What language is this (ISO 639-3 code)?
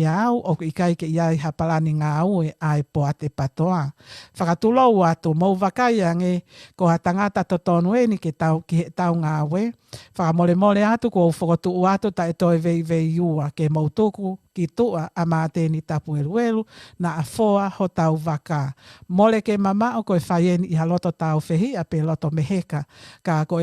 ton